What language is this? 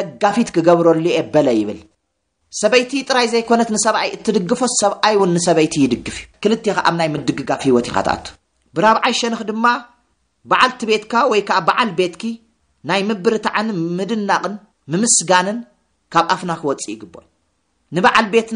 Tigrinya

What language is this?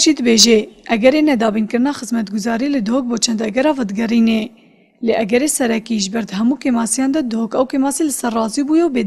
Kurdish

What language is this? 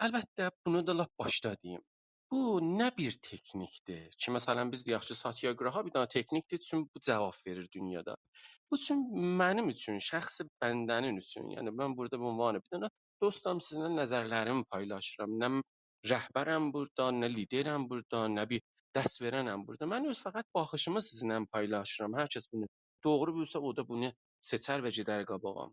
South Azerbaijani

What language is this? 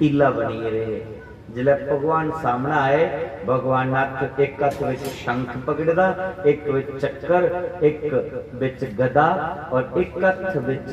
Dogri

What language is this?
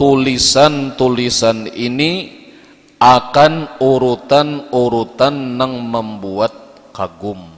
Banjar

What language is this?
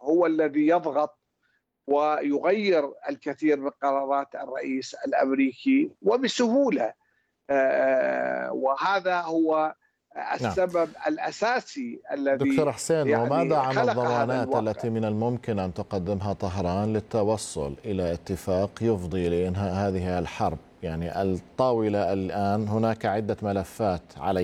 Arabic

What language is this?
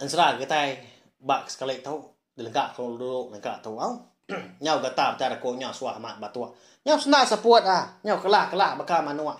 Iban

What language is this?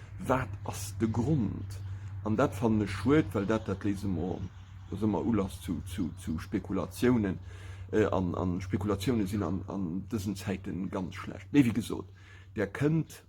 Luxembourgish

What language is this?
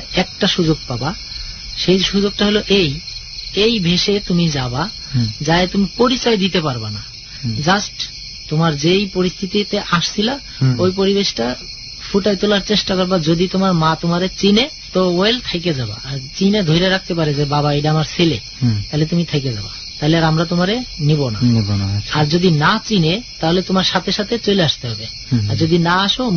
Bangla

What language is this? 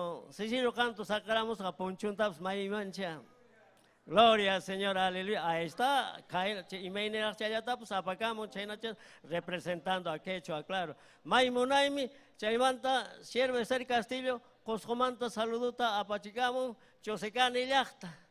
Ayacucho Quechua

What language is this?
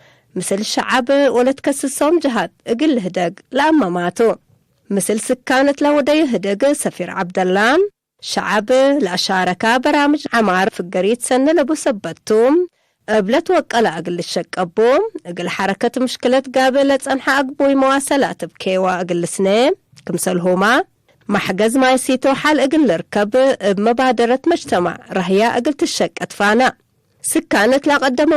Tigre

